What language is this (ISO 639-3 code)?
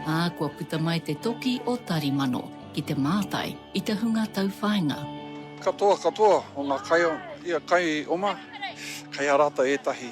mri